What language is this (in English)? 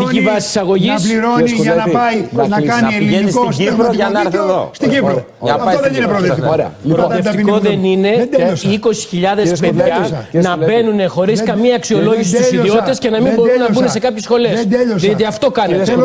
Greek